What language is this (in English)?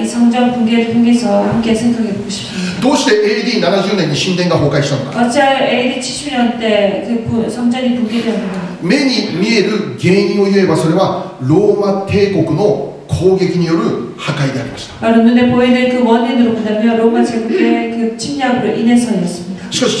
Korean